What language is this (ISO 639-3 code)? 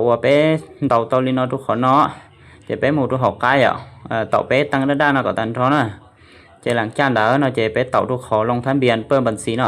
hmn